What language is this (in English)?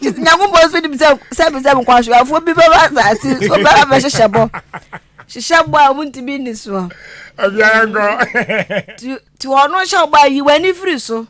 Akan